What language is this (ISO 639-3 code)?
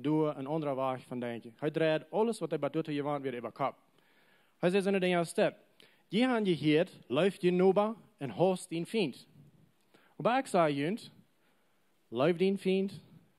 pdt